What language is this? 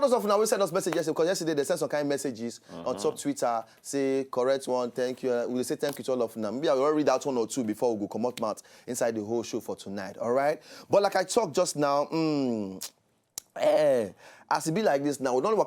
Nigerian Pidgin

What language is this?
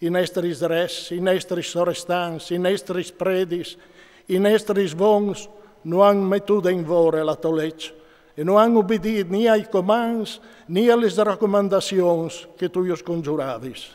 Friulian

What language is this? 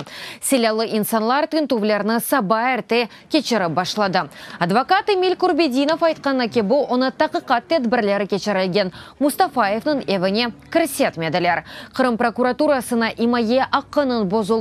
Crimean Tatar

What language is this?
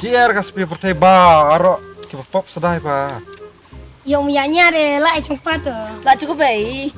Khasi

